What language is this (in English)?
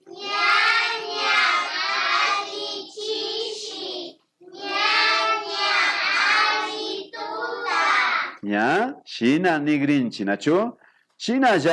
Imbabura Highland Quichua